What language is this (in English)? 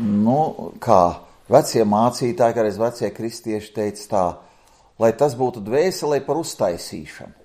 Latvian